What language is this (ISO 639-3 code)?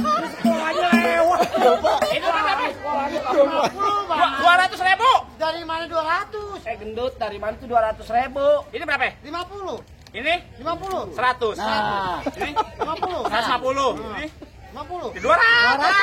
bew